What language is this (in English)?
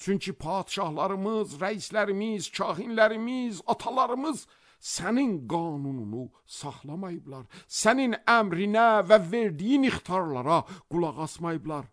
Azerbaijani